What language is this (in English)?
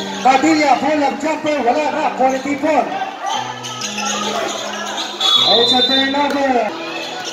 Filipino